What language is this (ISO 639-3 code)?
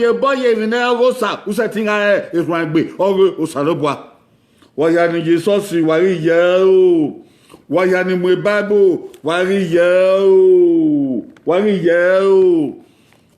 bin